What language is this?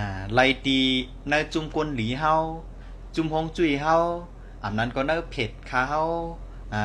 Shan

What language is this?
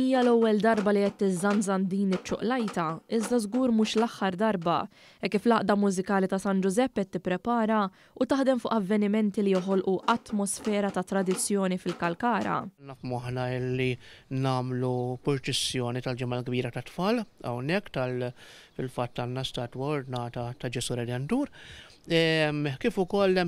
Maltese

